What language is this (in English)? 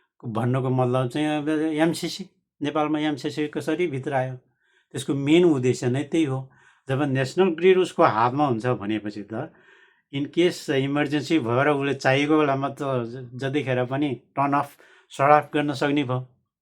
Nepali